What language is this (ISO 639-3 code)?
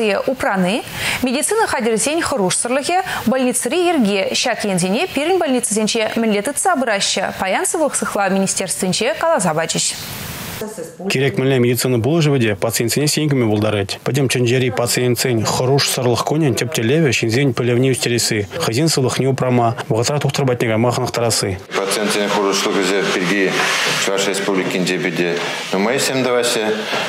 chv